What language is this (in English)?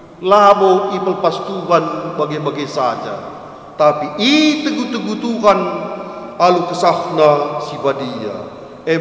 Batak Karo